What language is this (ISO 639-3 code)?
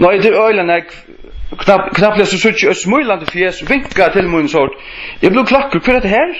fao